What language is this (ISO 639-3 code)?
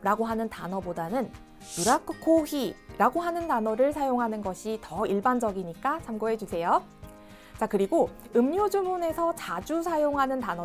kor